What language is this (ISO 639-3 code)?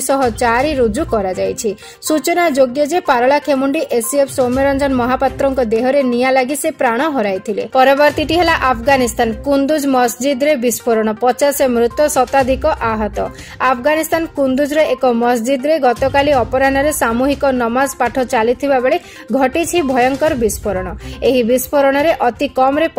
ori